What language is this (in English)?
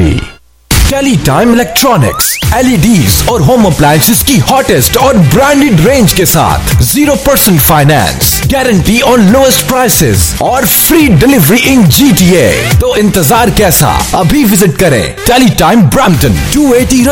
Hindi